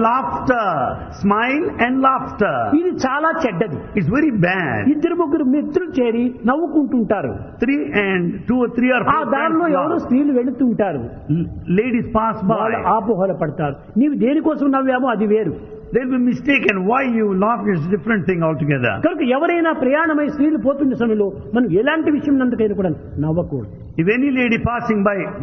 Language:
Telugu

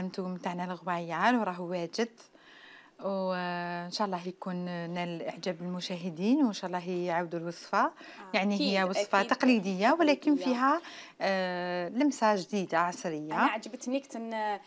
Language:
Algerian Arabic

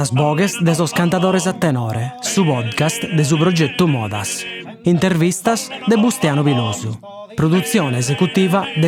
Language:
Sardinian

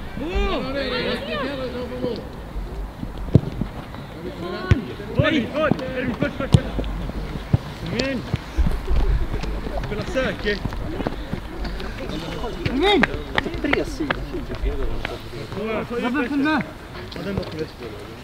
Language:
Swedish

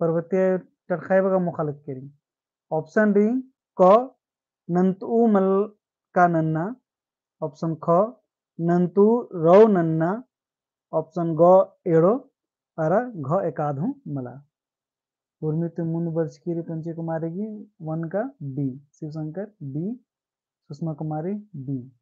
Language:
Kurukh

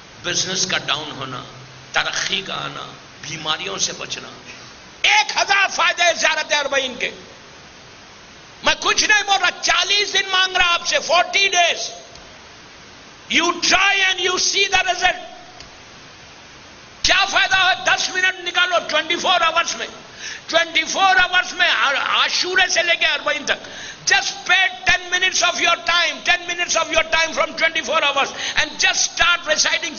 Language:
Urdu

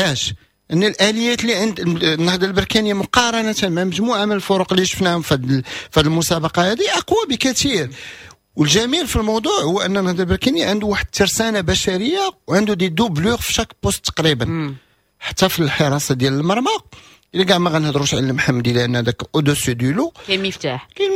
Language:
Moroccan Arabic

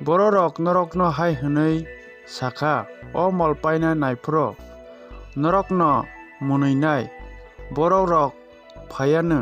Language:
Kok Borok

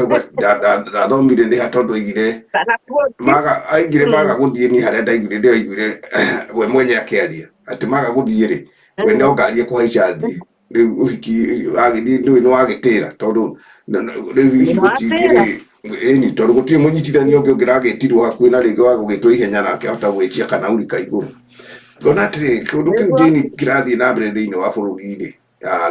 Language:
Kikuyu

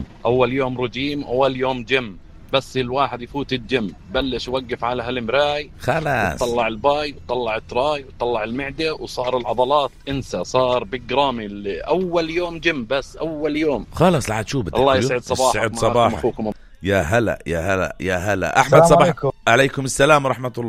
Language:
South Levantine Arabic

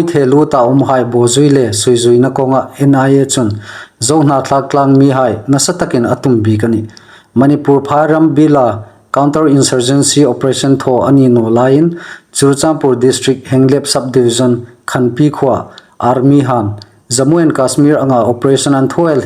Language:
Hmar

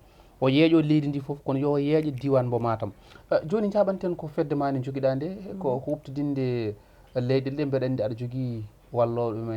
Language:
Fula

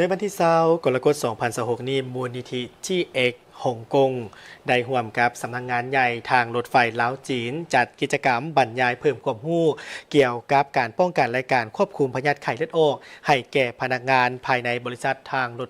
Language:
Lao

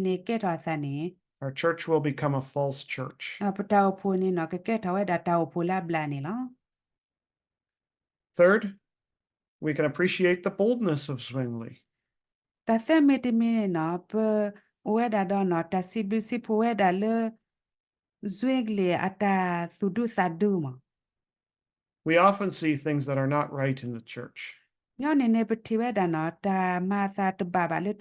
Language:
S'gaw Karen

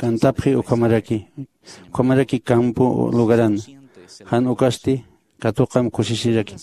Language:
Aymara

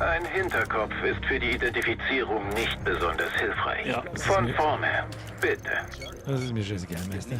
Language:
Bavarian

